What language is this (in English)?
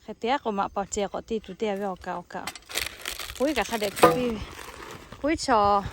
Lahu